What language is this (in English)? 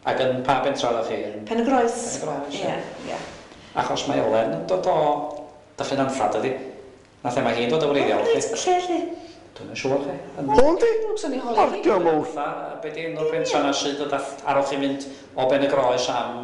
Welsh